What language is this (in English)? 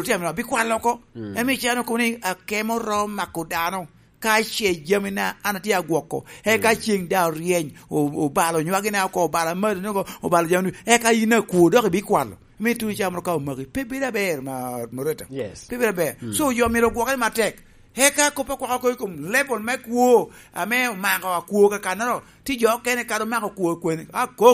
Lango (Uganda)